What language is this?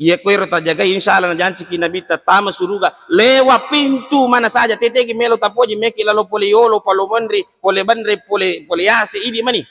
Buginese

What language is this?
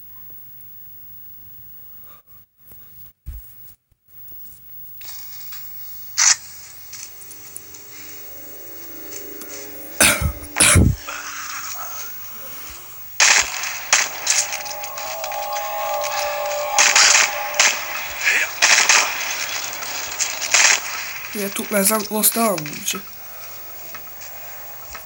Bulgarian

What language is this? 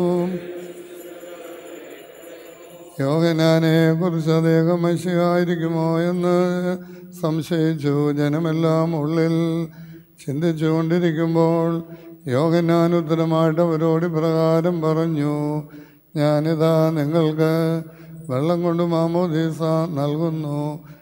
Malayalam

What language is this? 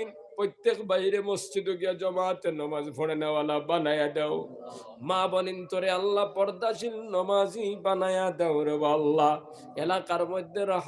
Sylheti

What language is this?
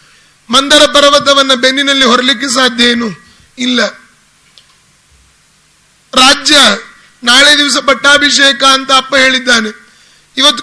Kannada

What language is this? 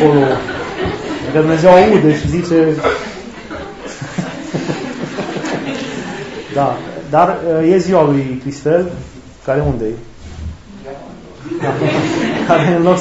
Romanian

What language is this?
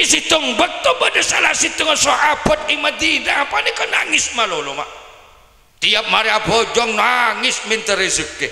Madurese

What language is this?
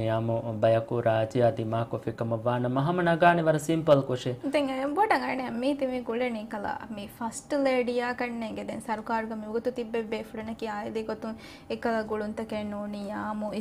Divehi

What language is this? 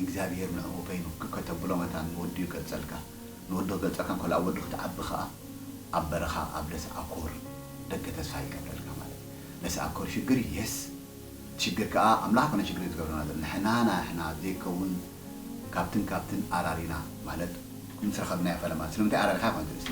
Tigrinya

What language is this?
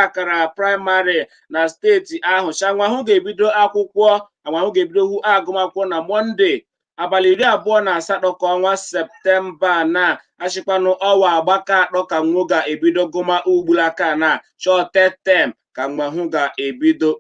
Igbo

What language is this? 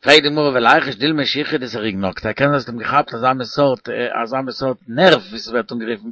Yiddish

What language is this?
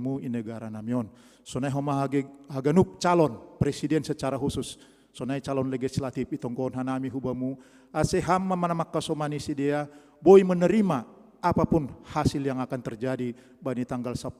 Batak Simalungun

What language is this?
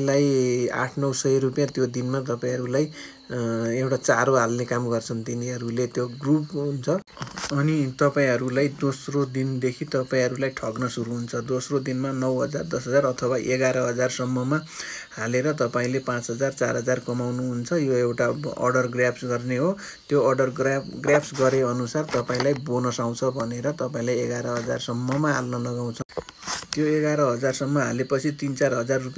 Nepali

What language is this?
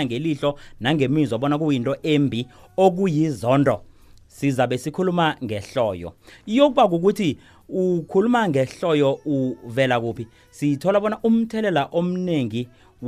South Ndebele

